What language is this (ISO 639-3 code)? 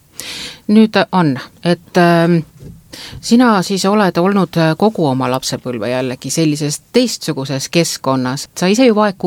est